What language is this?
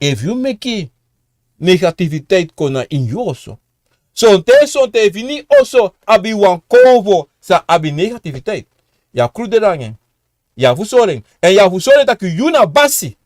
Sranan Tongo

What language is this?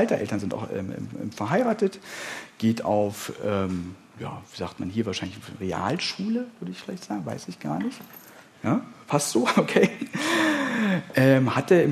German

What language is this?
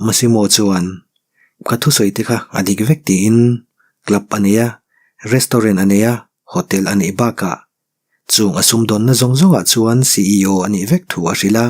Mizo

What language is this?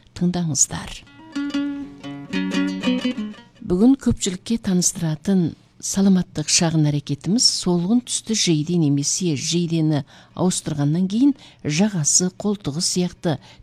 Kazakh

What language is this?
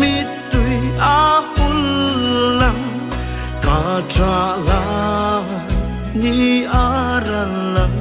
Hmar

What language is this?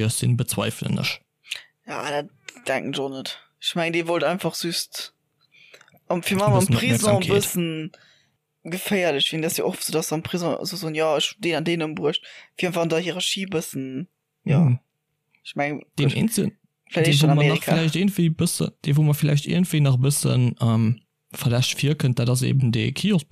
Luxembourgish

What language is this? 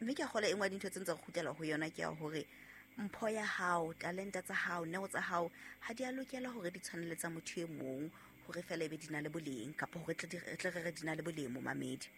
Southern Sotho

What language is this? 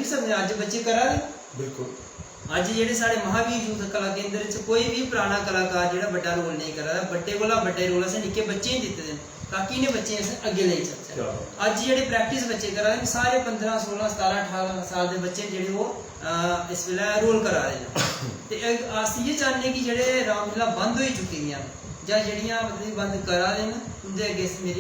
Dogri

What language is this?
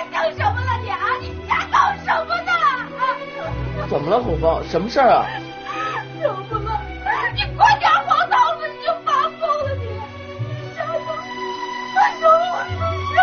Chinese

